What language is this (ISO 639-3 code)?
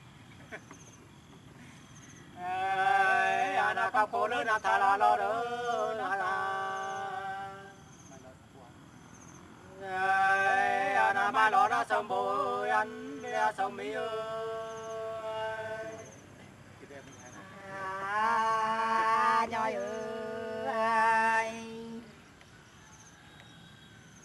vie